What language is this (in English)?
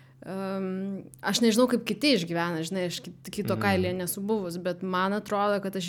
Lithuanian